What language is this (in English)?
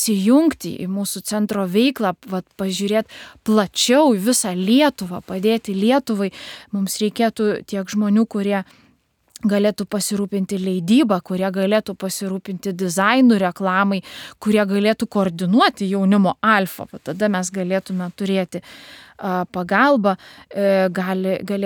Lithuanian